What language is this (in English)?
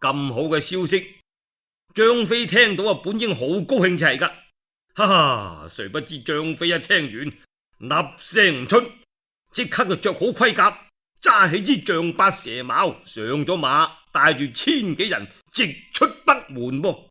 Cantonese